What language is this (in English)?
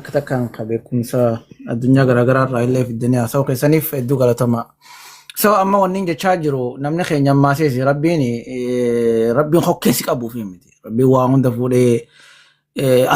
Oromo